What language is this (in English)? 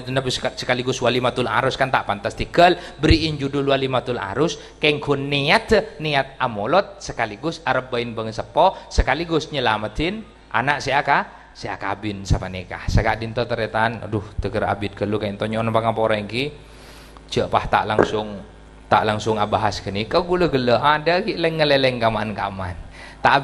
Madurese